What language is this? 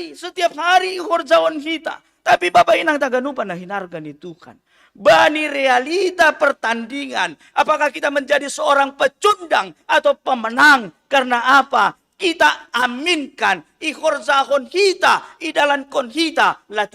Batak Simalungun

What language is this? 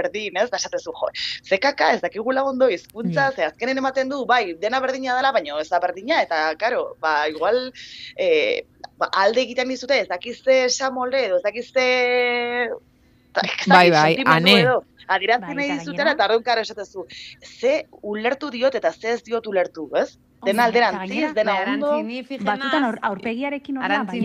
Basque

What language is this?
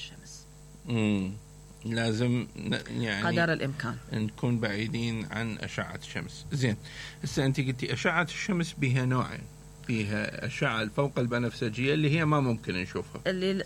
Mesopotamian Arabic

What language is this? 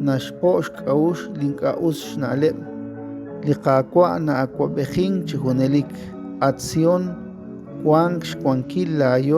Kekchí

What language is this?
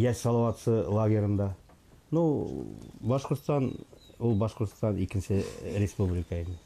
Bashkir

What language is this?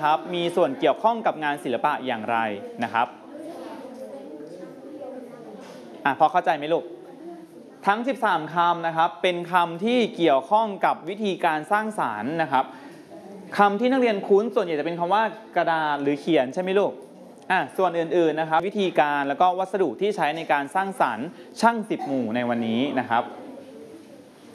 Thai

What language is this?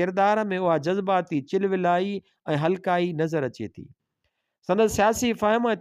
Sindhi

